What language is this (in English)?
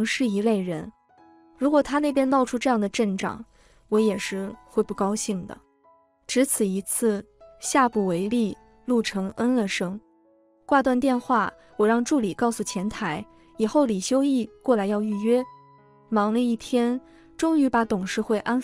Chinese